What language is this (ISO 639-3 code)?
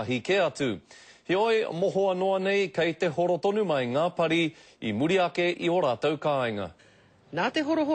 mri